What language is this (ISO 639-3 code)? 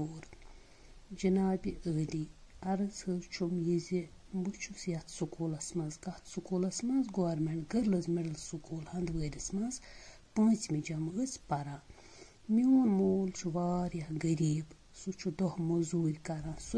kas